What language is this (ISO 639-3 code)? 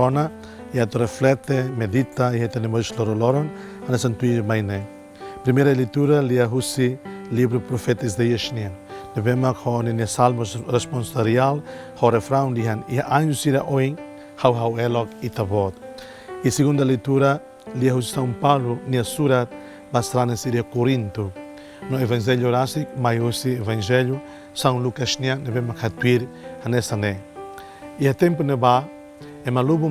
tet